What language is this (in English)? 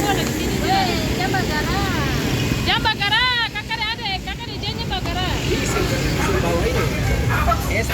Ambonese Malay